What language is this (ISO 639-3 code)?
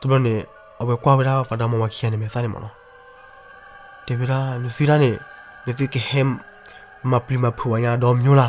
ksw